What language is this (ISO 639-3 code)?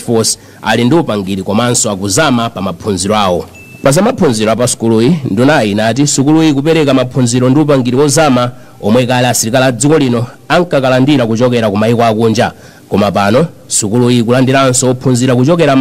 nya